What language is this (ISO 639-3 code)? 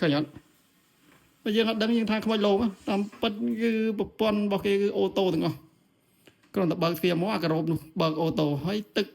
khm